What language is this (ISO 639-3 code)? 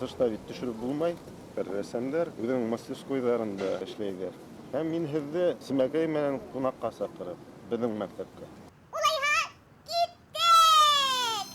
bak